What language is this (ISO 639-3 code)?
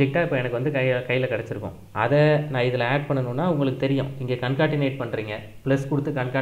tam